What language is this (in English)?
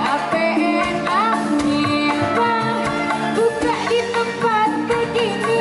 Betawi